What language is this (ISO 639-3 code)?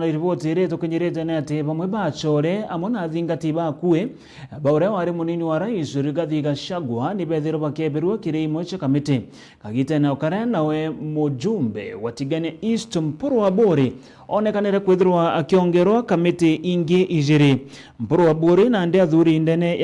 mer